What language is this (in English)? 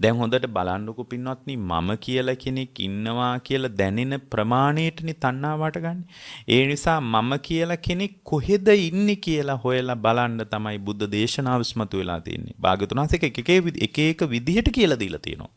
Sinhala